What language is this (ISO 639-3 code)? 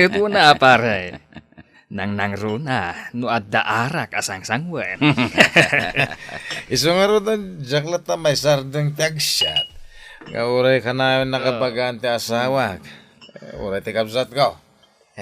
ilo